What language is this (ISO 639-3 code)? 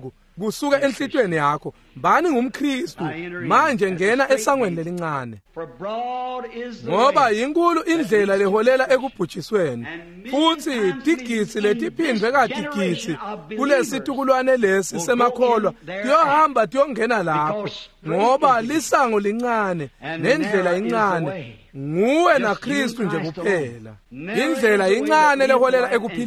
ssw